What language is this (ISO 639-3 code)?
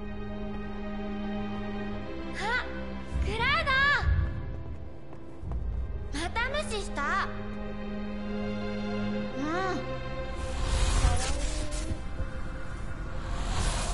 jpn